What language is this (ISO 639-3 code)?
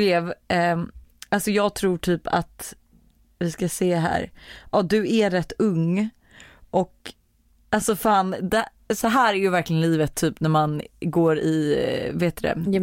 swe